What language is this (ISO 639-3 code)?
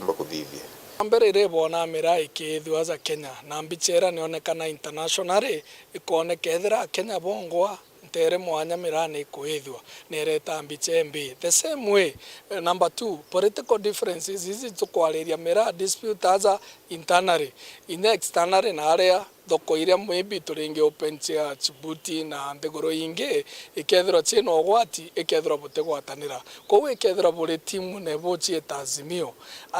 mer